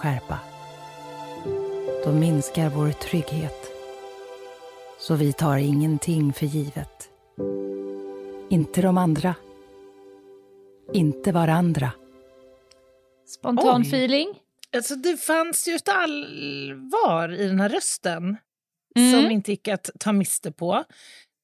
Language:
Swedish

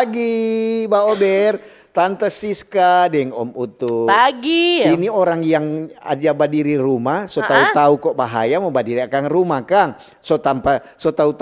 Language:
Manado Malay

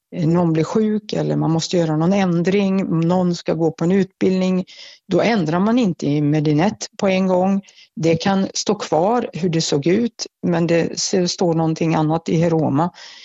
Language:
Swedish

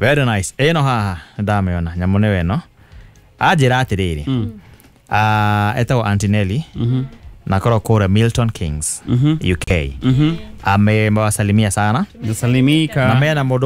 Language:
Kikuyu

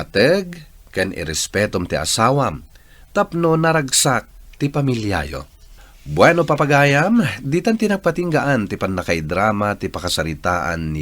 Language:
Iloko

